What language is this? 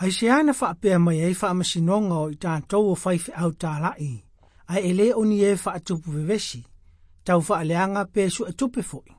Samoan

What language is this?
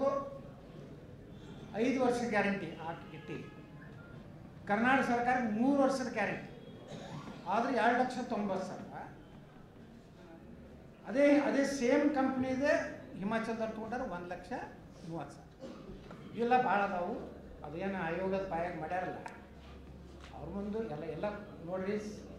Kannada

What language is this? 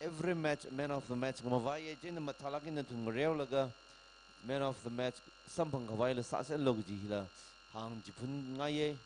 Tangkhul Naga (India)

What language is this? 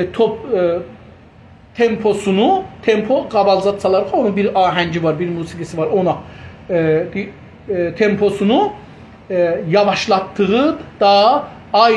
South Azerbaijani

